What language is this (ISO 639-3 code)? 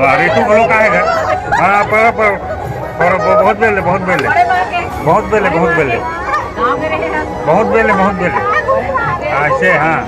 hne